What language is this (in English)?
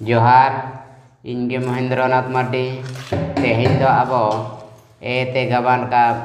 Santali